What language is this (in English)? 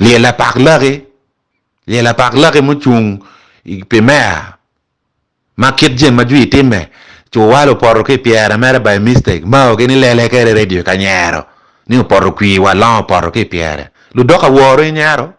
Acoli